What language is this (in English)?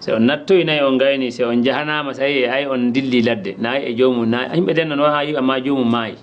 Fula